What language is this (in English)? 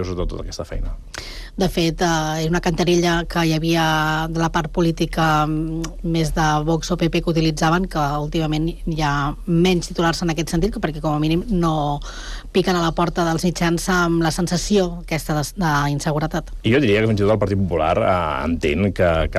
Catalan